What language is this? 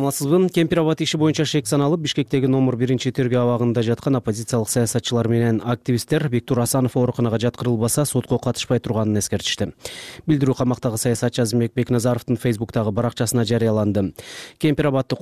Kyrgyz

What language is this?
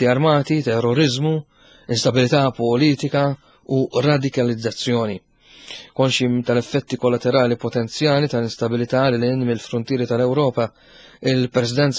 Maltese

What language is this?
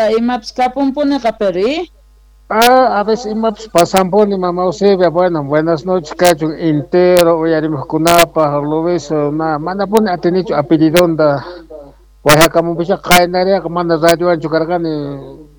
Quechua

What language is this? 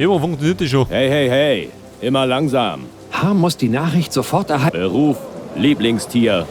Bavarian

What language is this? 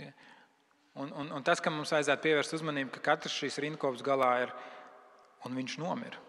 Latvian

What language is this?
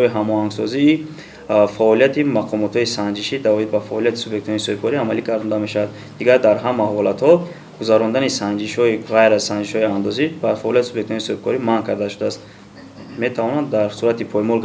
Tajik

